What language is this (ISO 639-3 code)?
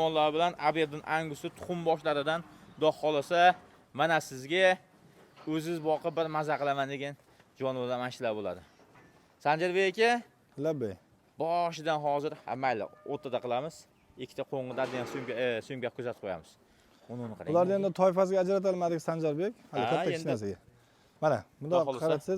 uzb